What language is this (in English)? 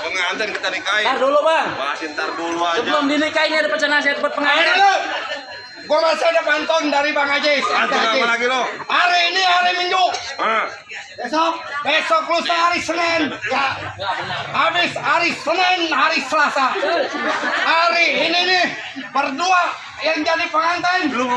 Betawi